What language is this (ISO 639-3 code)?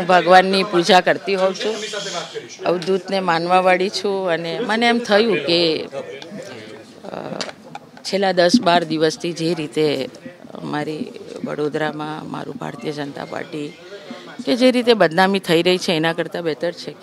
guj